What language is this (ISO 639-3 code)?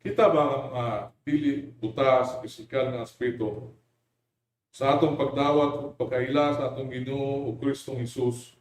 ceb